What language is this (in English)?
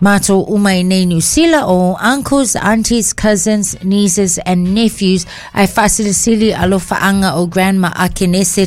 Samoan